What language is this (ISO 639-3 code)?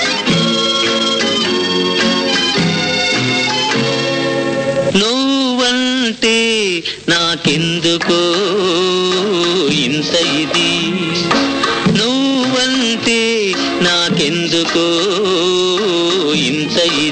tel